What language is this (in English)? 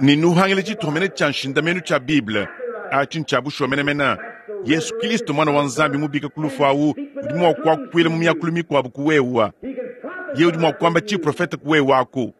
Luba-Lulua